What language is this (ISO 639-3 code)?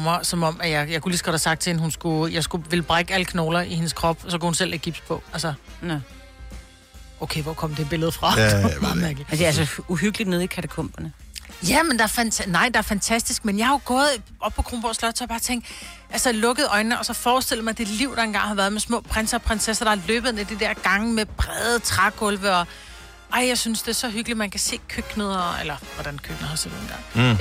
dan